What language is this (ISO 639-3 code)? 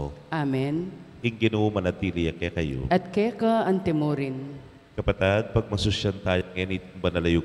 pam